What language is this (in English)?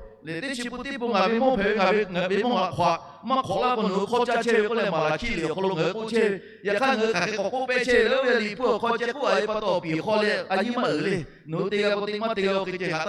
Lahu